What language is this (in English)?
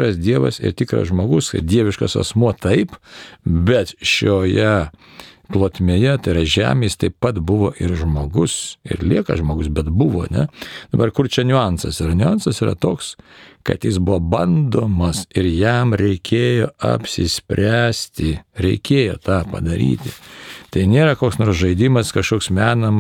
Lithuanian